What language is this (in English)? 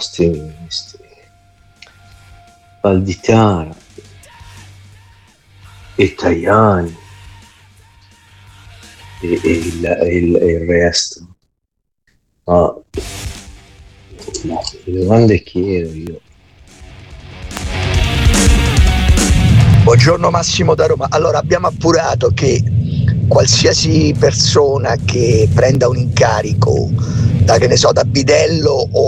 Italian